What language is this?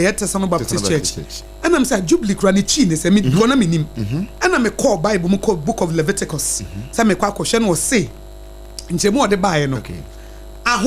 Akan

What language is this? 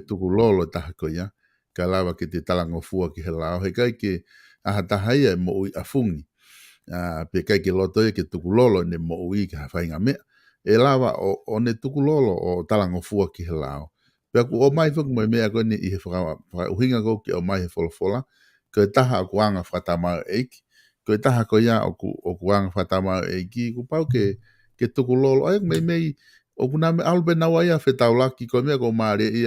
Tongan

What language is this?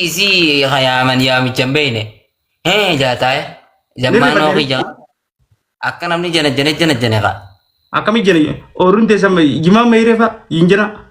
Oromo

